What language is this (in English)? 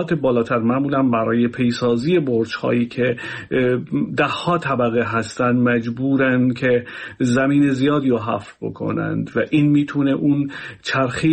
Persian